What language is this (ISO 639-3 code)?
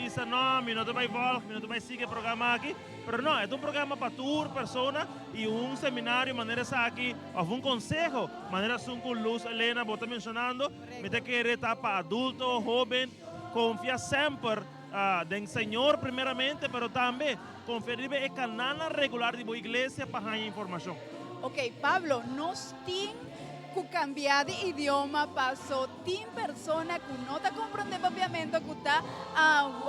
pap